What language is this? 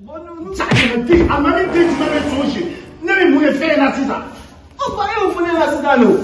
Bambara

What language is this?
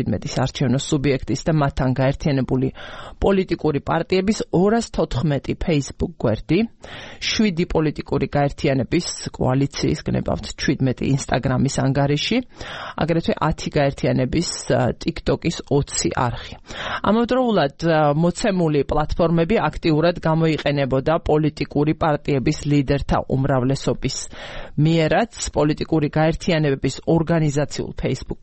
Georgian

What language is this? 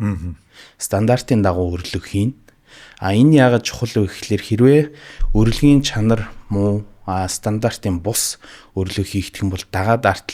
Mongolian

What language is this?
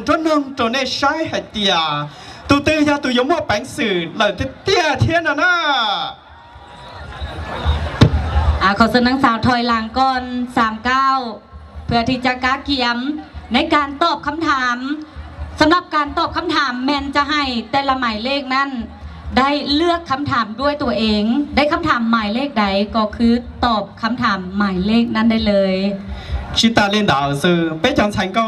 Thai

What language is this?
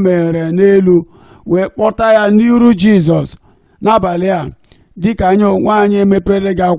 Igbo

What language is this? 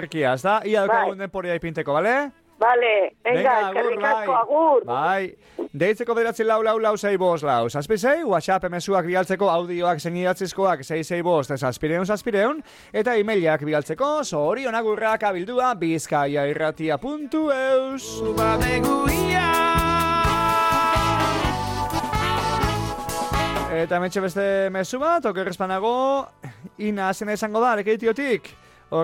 Basque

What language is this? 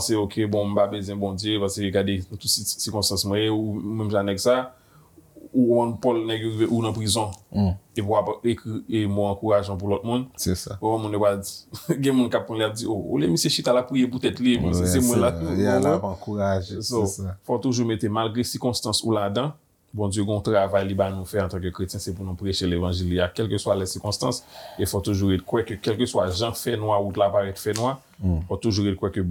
Haitian Creole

